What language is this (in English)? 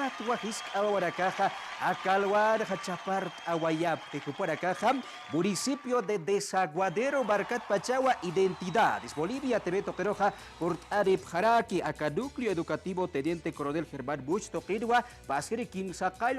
Aymara